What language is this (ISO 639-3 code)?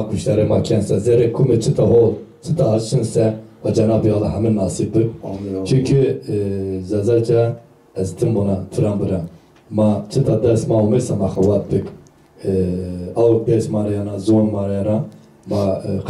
zza